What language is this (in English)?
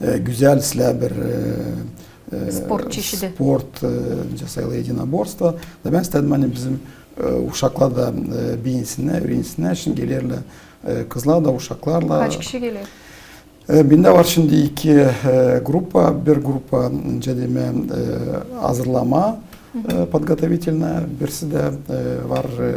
Gagauz